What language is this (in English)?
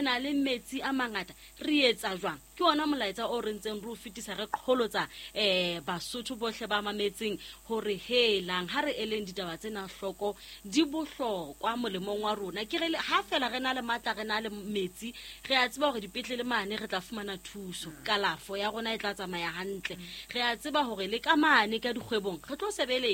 Southern Sotho